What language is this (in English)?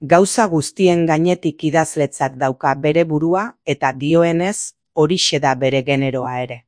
Basque